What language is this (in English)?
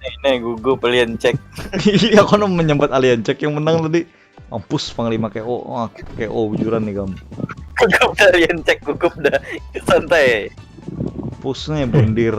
Banjar